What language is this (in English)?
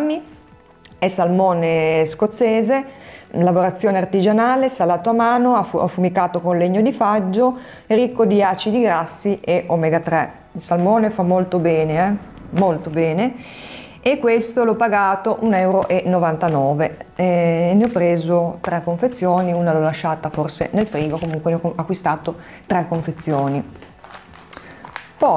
Italian